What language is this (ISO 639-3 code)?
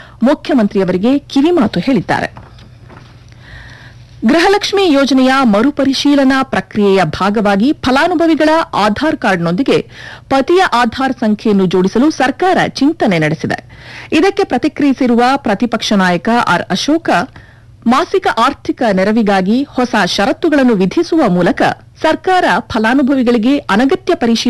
kan